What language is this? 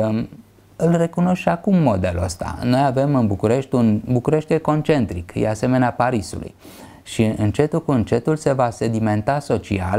Romanian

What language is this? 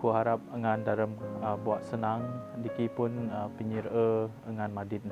Biatah Bidayuh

